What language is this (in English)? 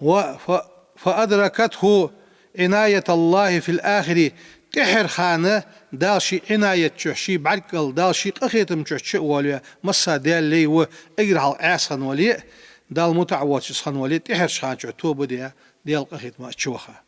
Ingush